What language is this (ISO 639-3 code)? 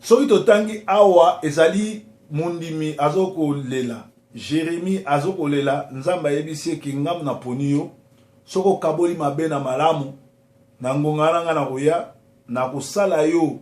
lin